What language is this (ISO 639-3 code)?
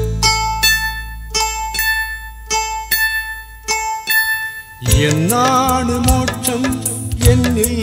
mal